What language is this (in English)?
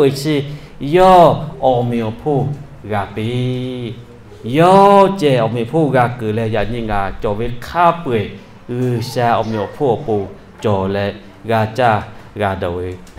Lahu